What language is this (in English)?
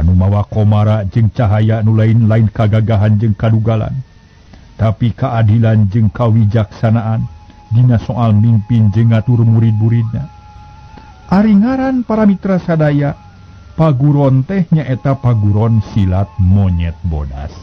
Sundanese